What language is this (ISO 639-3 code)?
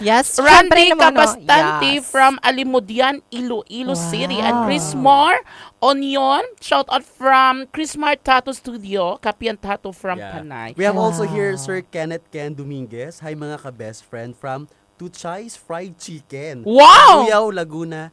hil